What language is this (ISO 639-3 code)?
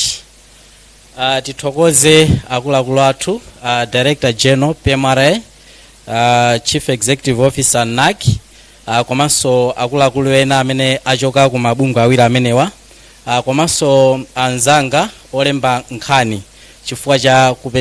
nya